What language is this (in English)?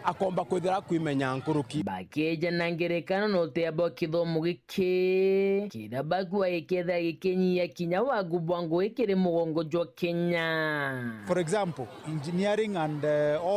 Meru